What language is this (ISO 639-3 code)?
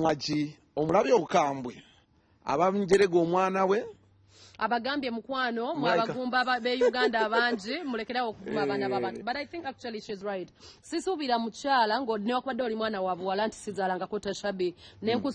lug